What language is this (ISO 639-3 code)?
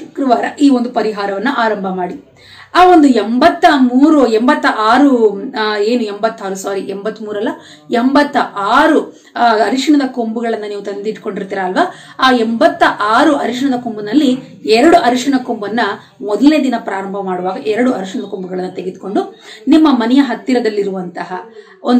kan